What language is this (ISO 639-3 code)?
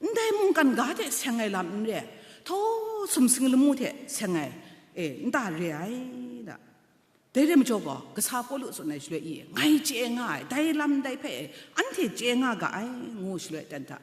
kac